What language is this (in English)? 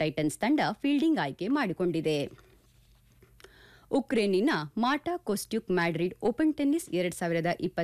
Kannada